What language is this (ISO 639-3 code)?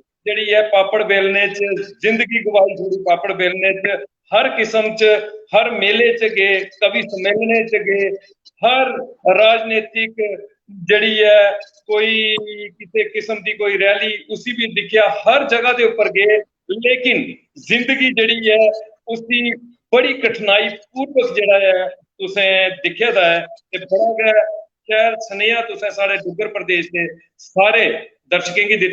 doi